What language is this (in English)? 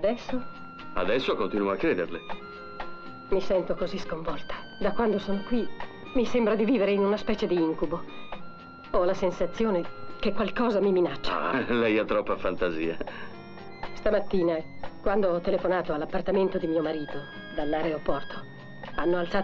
Italian